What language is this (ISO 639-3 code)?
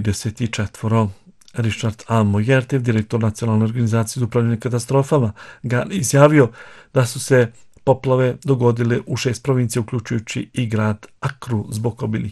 bos